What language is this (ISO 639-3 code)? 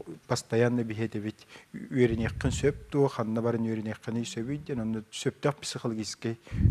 sah